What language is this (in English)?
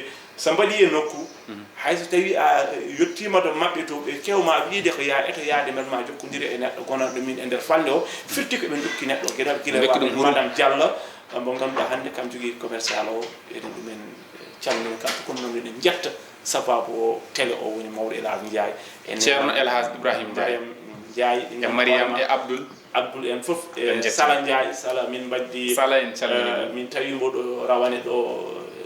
Fula